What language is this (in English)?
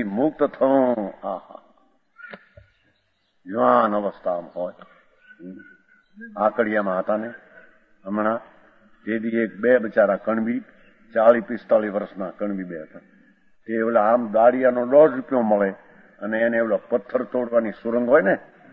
Gujarati